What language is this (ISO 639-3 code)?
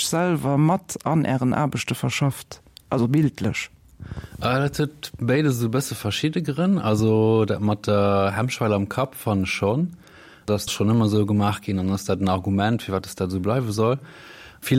ltz